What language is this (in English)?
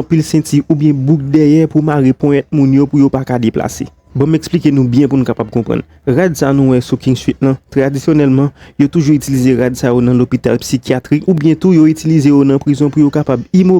Haitian Creole